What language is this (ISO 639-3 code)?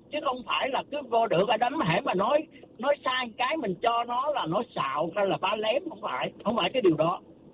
vie